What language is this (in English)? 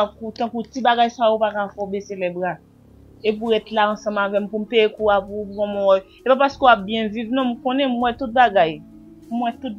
Haitian Creole